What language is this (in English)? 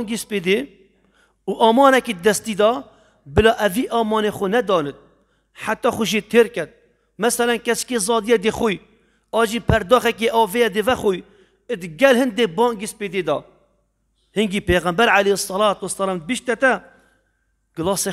Kurdish